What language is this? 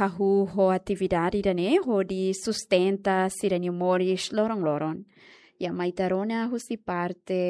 Tetum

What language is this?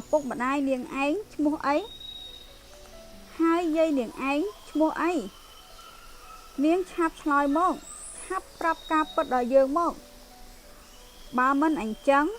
Khmer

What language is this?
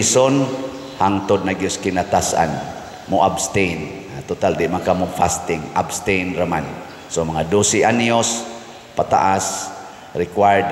Cebuano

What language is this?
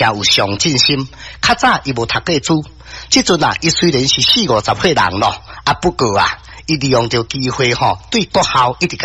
Min Nan Chinese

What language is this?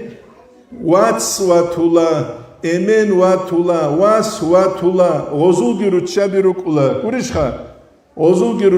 Avaric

